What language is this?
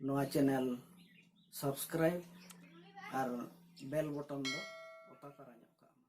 Santali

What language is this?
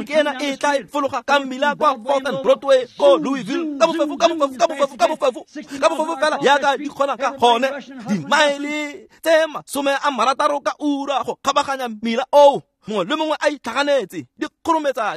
Tswana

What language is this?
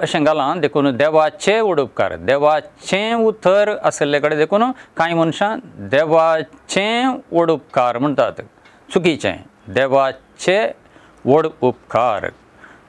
Konkani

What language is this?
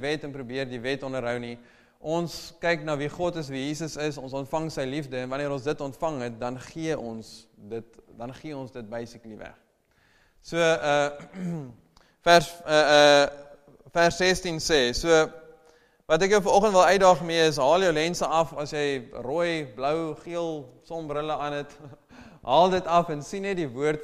Afrikaans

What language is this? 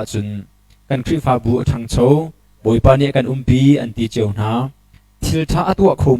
Hakha Chin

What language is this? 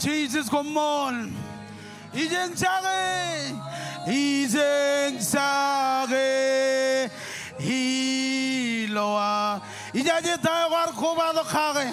Marshallese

